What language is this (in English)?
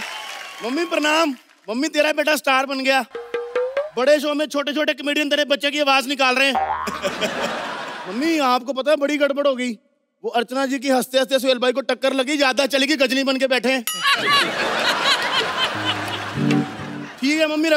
Hindi